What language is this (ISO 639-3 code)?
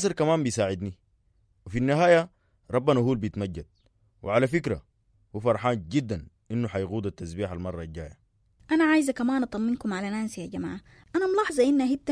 apd